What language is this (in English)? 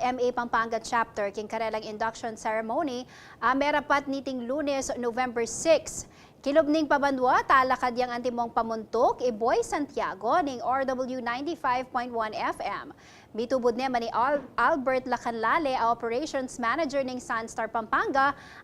Pampanga